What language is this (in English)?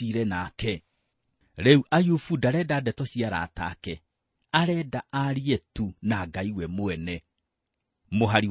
Kikuyu